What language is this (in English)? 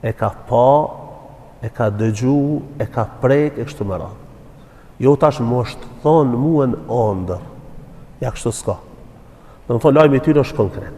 Albanian